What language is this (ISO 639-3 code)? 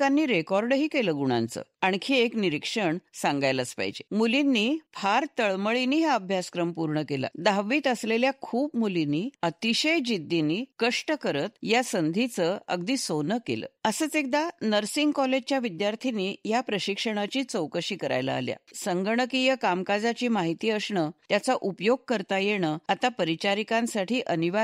mar